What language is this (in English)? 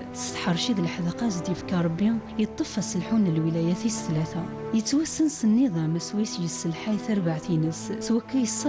Kabyle